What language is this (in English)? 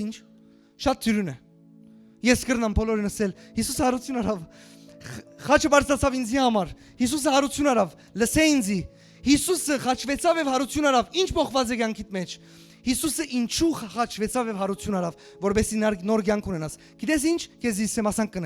Western Armenian